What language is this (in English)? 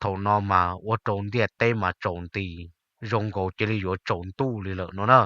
Hmong